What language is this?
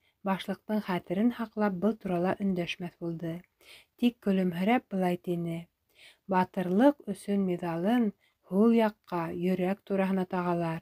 Bashkir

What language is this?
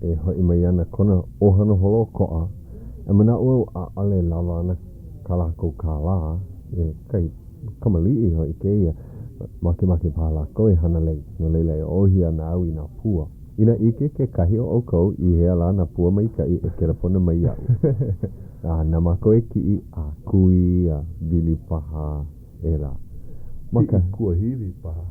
Hawaiian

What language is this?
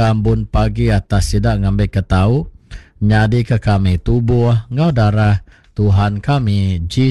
Iban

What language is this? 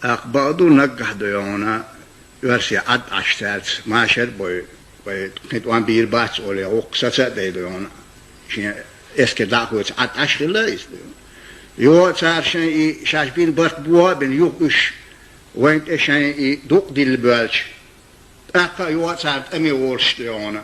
Chechen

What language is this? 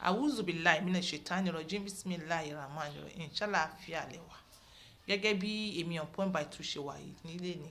Yoruba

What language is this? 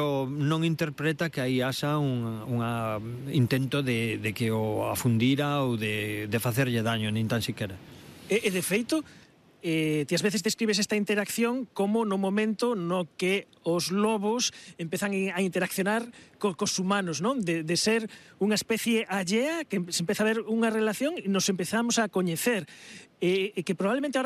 Galician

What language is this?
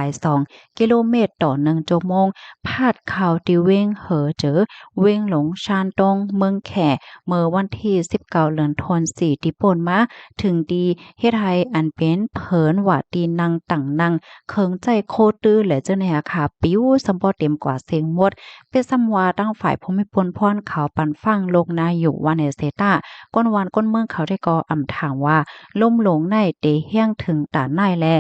Shan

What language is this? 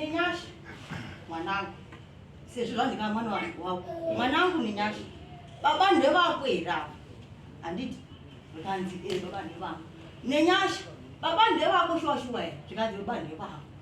Shona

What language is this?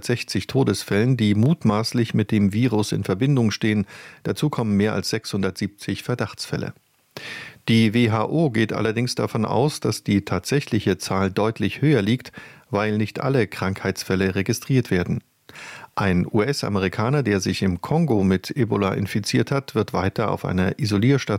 German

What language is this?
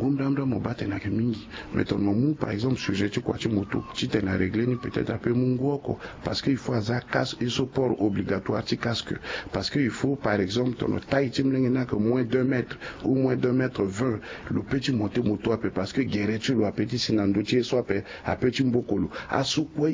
Sango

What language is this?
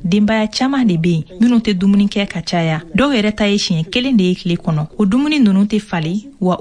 Bambara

